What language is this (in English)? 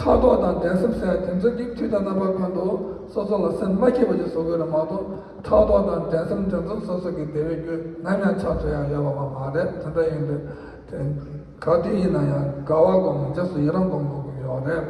Tibetan